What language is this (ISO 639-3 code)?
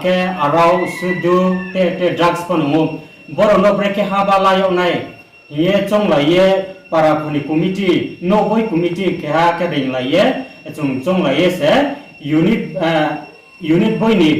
ria